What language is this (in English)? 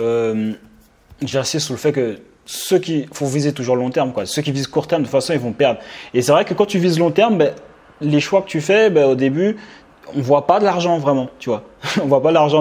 French